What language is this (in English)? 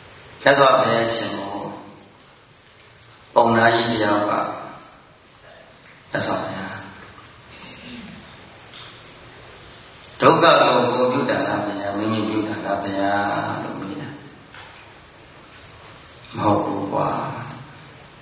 Burmese